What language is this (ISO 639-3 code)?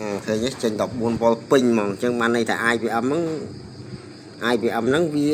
khm